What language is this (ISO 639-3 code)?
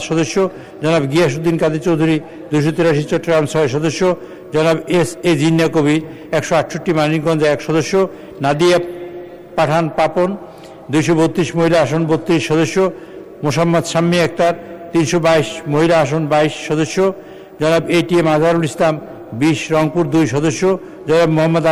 ben